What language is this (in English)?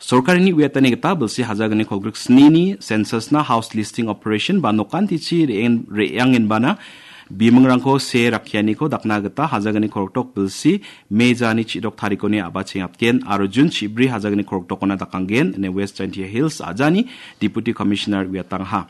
Garo